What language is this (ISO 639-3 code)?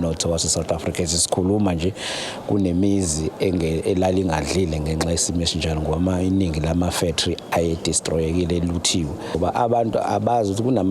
zul